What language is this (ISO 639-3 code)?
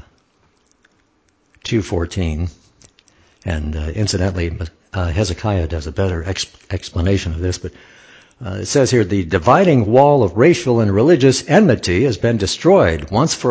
eng